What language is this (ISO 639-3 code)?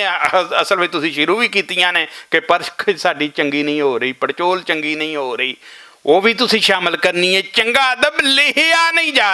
lah